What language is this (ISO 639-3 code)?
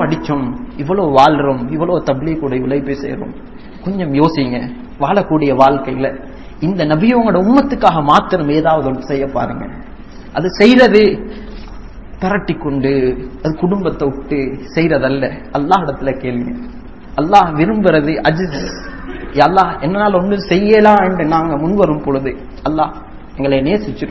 tam